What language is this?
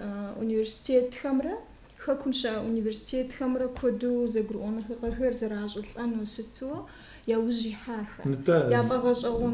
Kabardian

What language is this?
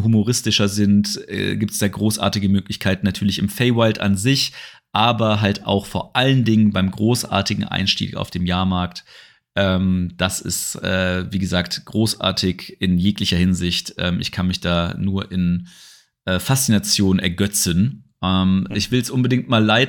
German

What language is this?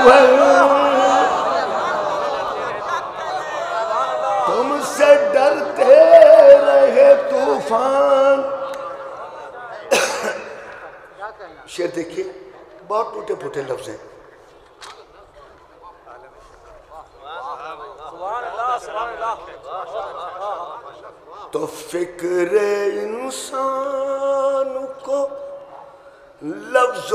Urdu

